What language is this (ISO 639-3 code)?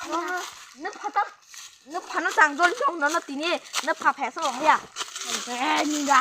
trp